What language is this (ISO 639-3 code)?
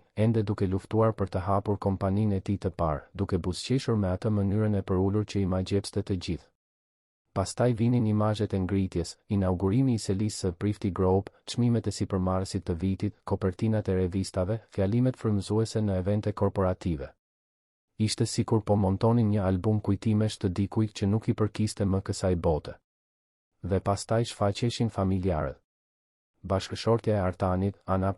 sqi